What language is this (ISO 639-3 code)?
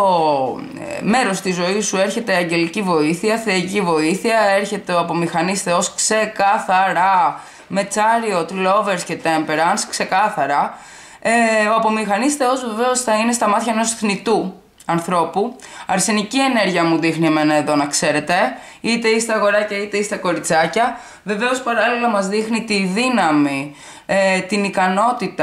ell